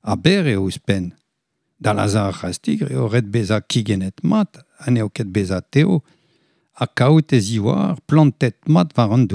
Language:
Breton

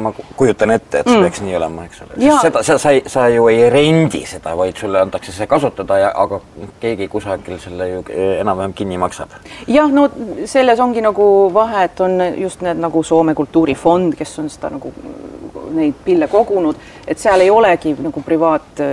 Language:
Estonian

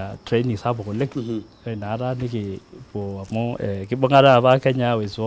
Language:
Masai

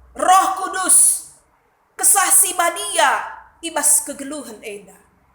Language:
Batak Karo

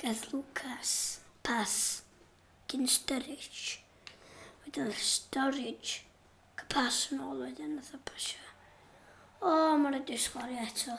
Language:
Welsh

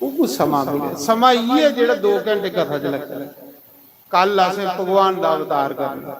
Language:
Dogri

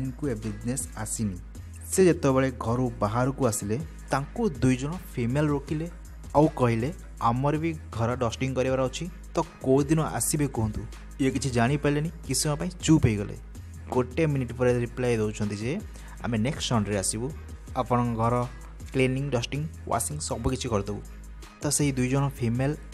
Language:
Odia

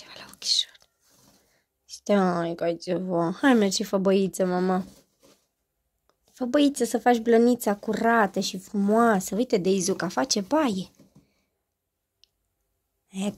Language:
Romanian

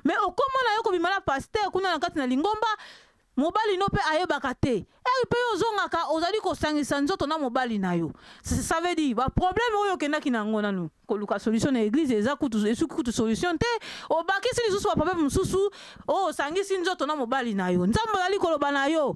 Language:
Lingala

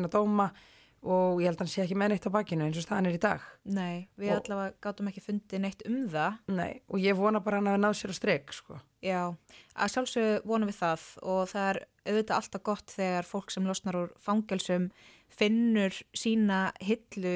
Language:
Icelandic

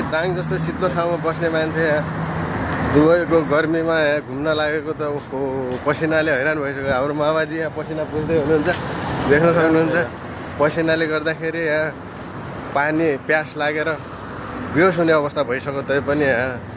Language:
Nepali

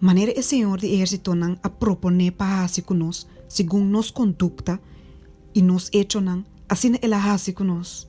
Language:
Papiamento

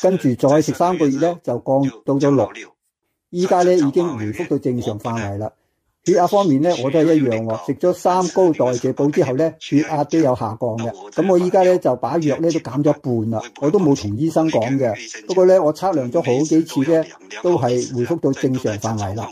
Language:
Cantonese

